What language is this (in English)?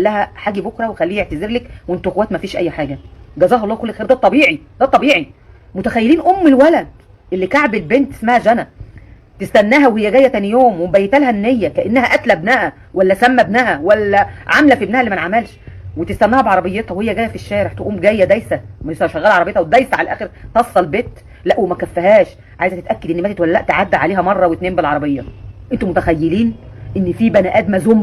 Egyptian Arabic